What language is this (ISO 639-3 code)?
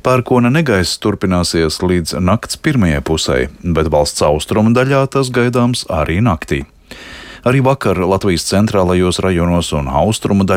lav